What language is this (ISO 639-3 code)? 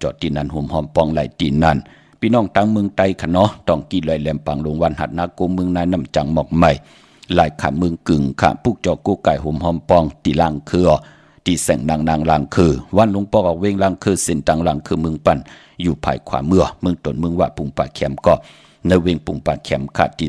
shn